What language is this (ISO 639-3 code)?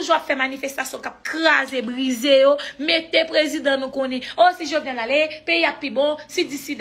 hat